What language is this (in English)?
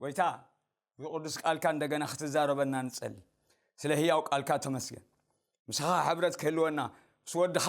Tigrinya